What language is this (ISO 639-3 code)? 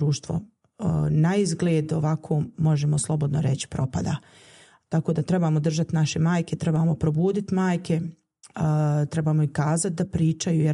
bos